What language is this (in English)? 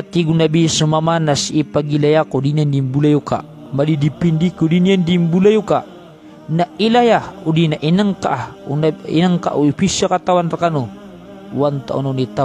Maranao